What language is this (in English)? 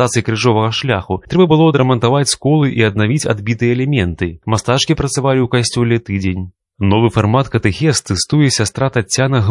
Belarusian